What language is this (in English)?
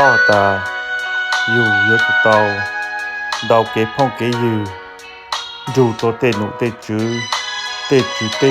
Hmong